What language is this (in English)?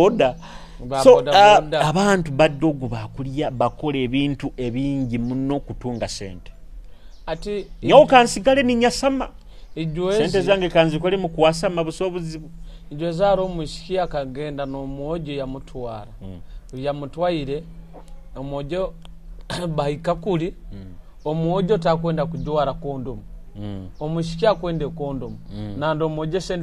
Nyoro